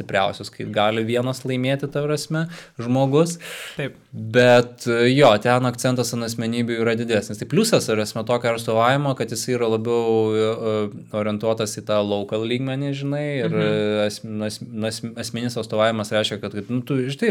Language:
Lithuanian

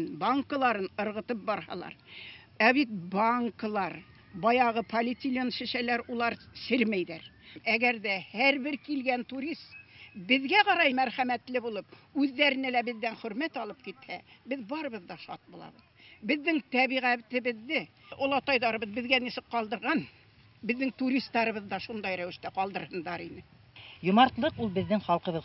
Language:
Bashkir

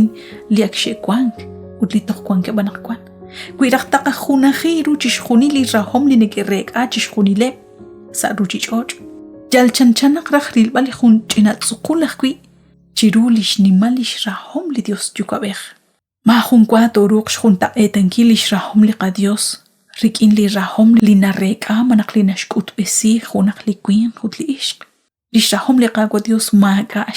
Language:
Kekchí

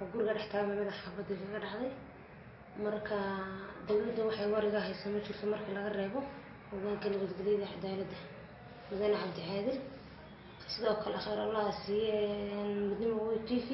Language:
Somali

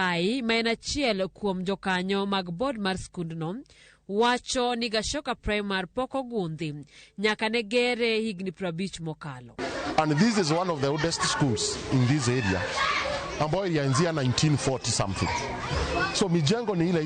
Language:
Luo (Kenya and Tanzania)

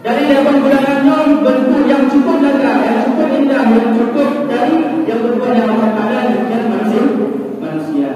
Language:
Achinese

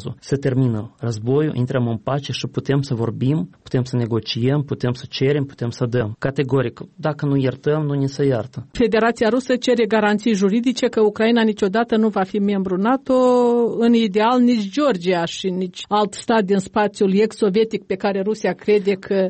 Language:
Romanian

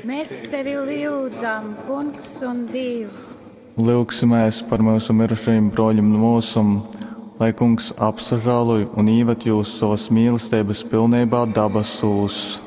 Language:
Latgalian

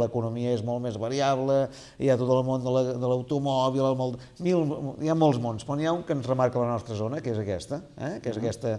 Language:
Catalan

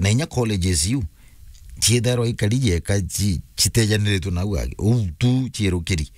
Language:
Meru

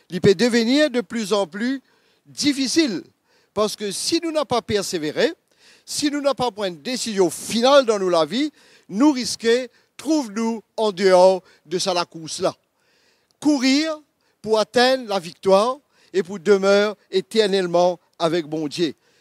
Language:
Morisyen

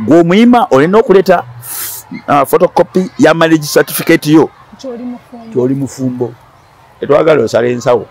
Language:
Ganda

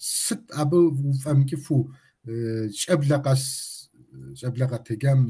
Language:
Kabardian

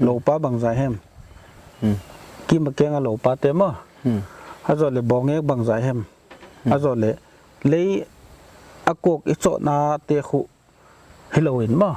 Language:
Paite Chin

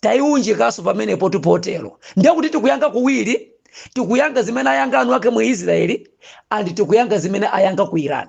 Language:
Nyanja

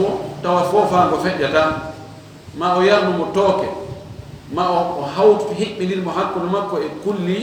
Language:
Fula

